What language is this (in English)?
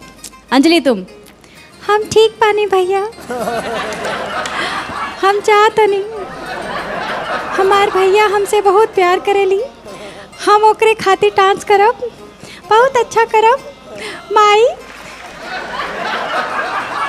Bhojpuri